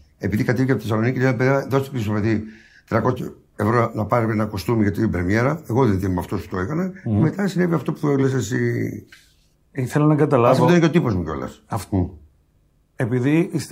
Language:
Greek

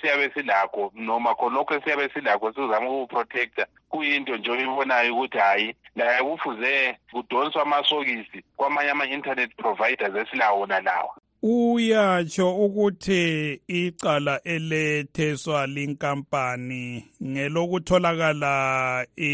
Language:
North Ndebele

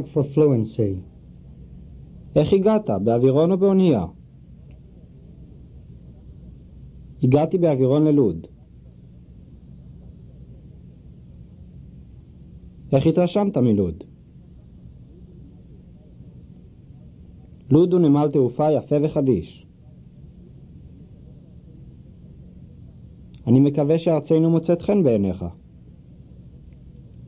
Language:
Hebrew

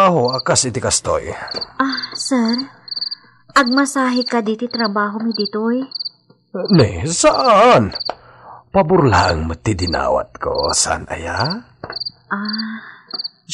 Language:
Iloko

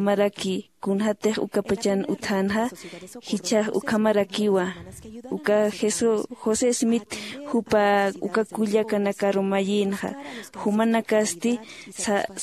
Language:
Aymara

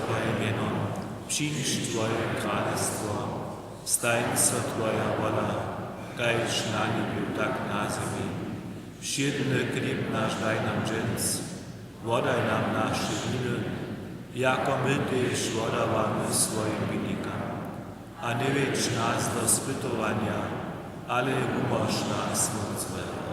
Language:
Upper Sorbian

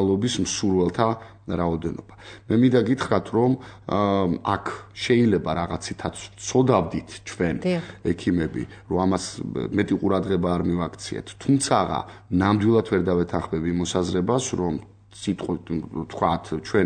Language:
Georgian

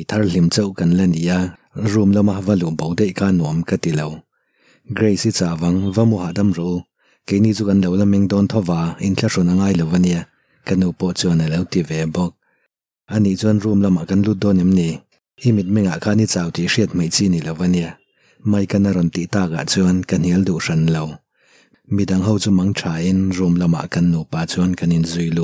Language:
Mizo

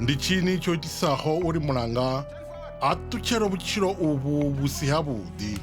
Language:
Venda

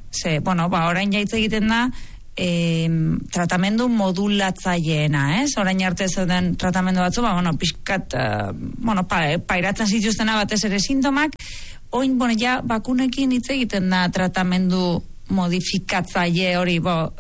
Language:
Basque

